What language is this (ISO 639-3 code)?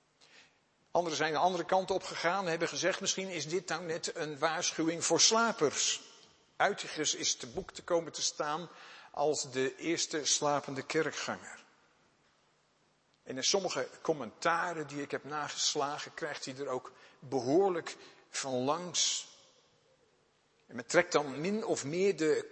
nld